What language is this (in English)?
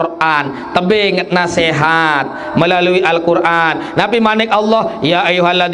Sasak